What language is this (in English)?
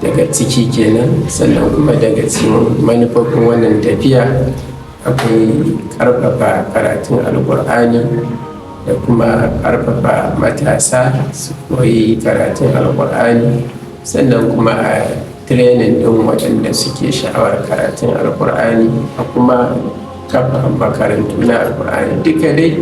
Hausa